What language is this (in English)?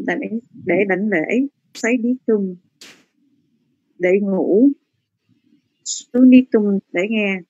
Vietnamese